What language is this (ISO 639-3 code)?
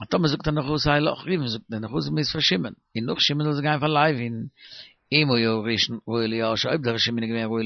yid